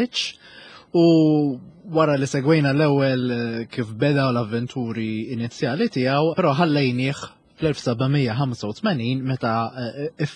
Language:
Maltese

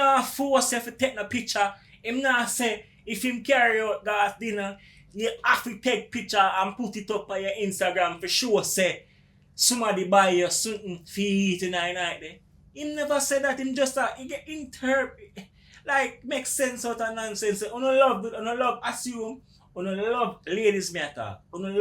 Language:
Jamaican Creole English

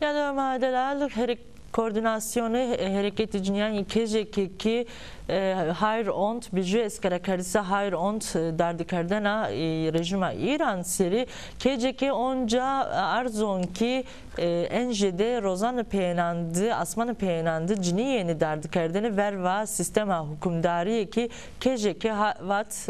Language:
Zaza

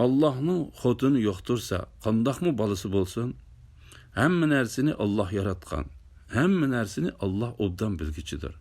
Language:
Uyghur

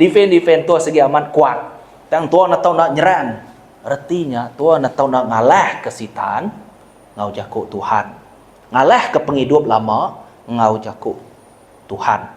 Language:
Iban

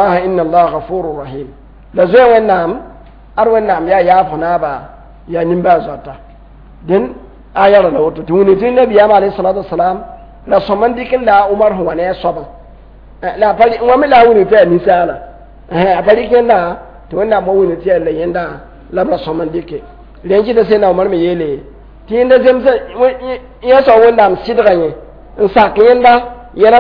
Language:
Mossi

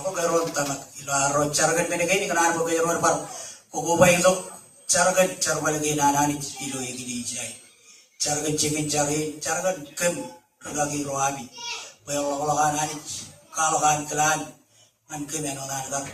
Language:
Marshallese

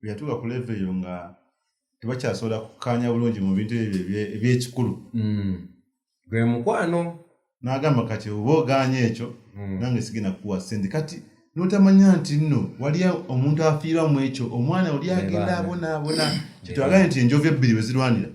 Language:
Ganda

